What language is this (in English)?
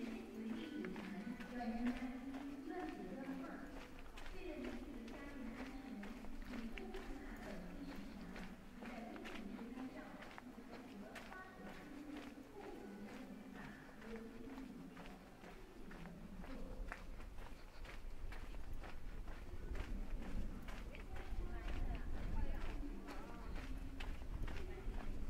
Chinese